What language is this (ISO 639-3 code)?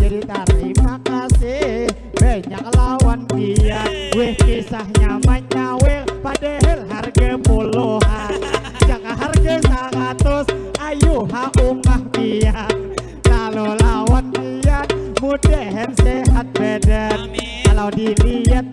bjn